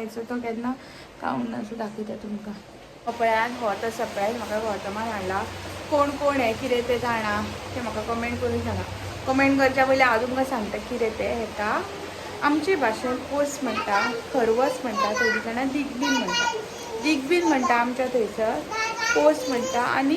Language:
Konkani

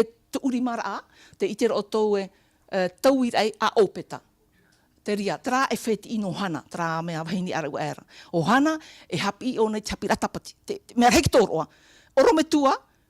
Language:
Tahitian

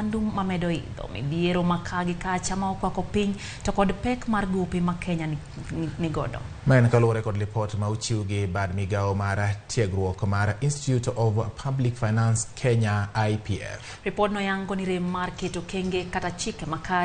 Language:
Luo (Kenya and Tanzania)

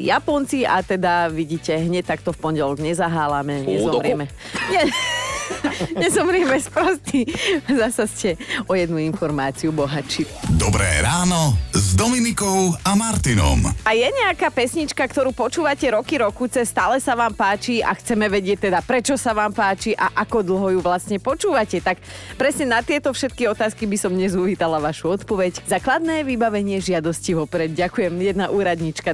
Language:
Slovak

